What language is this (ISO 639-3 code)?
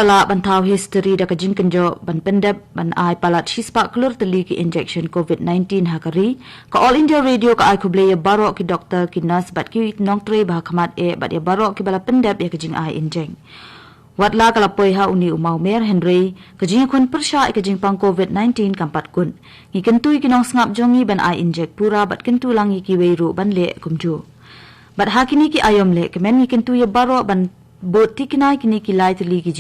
kha